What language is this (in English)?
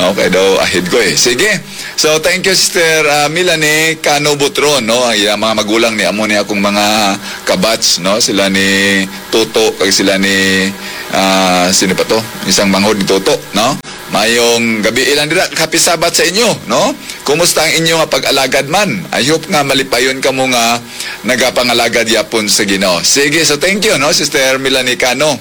Hiligaynon